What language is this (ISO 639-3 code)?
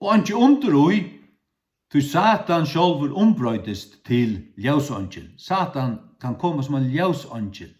fao